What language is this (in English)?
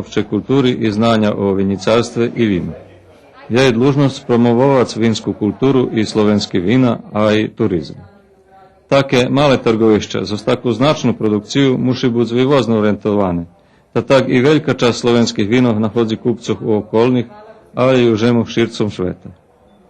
Rusyn